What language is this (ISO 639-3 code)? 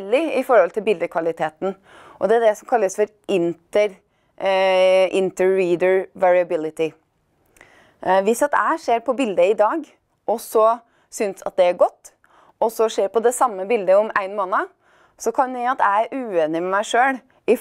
nor